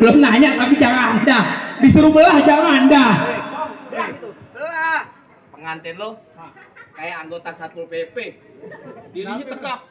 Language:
Betawi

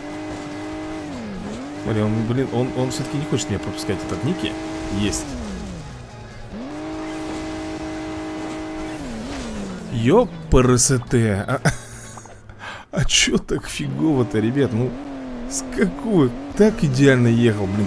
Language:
Russian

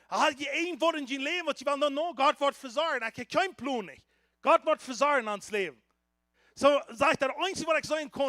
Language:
Plautdietsch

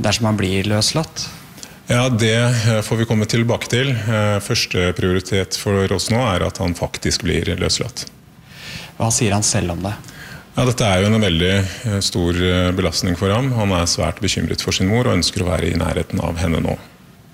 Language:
Norwegian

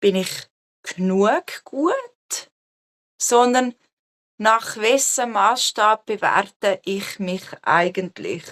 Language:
Swiss German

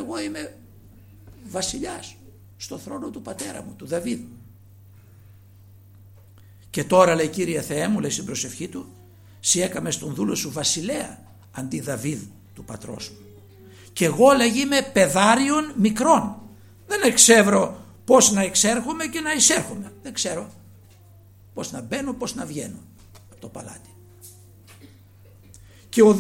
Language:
Greek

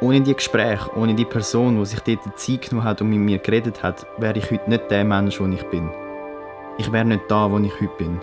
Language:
Swiss German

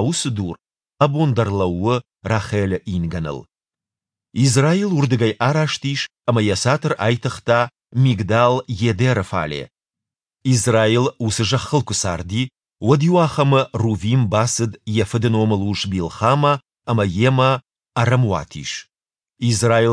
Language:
Ossetic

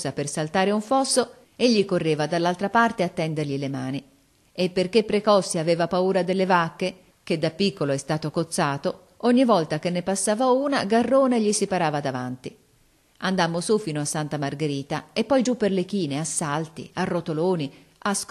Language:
Italian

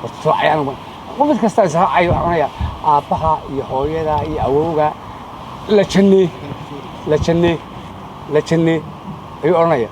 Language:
Somali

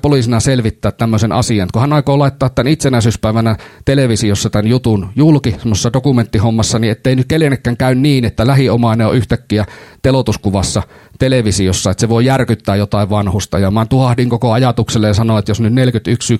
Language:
Finnish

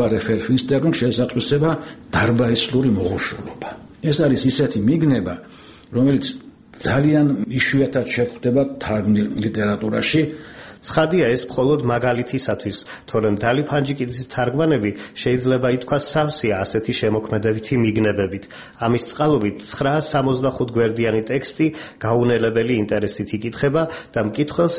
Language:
Georgian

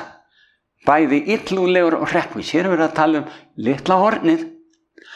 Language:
Icelandic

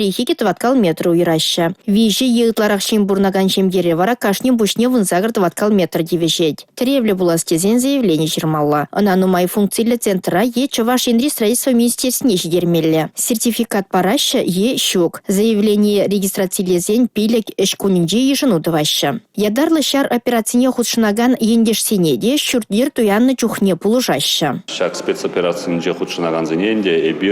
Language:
Chuvash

